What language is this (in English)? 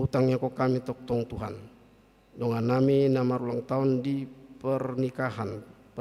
Batak Toba